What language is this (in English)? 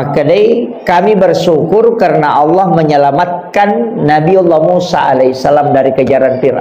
Buginese